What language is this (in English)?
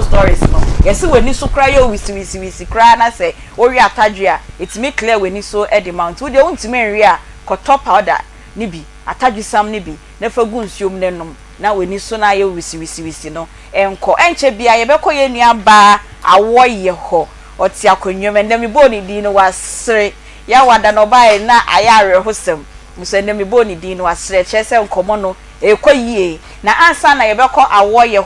Akan